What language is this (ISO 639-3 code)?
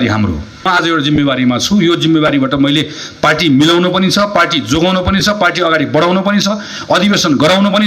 nep